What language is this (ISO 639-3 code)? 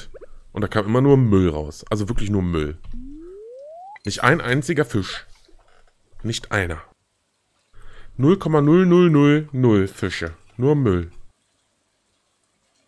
deu